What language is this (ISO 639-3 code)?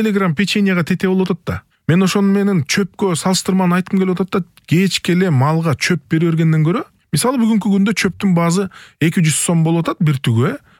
kir